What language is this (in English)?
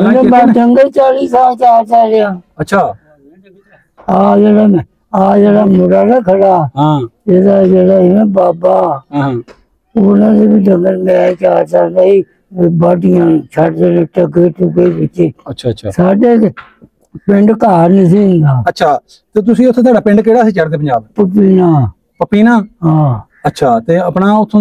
Punjabi